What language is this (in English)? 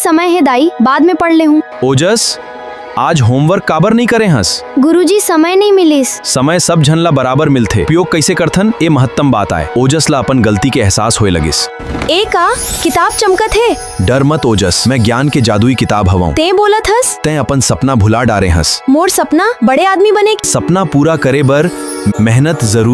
Chhattisgarhi